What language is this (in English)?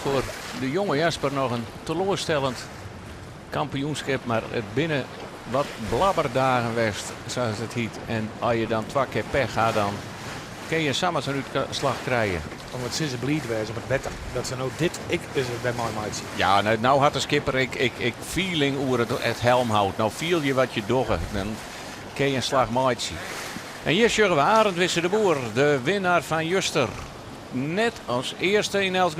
Western Frisian